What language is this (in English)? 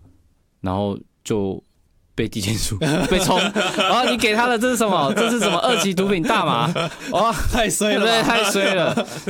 Chinese